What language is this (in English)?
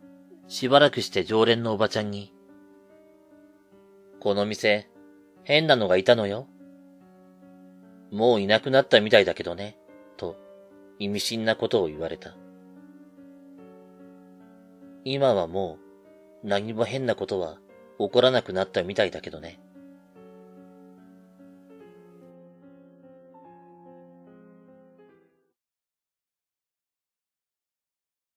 Japanese